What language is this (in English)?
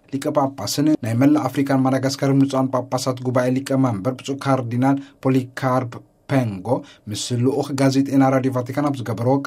Tigrinya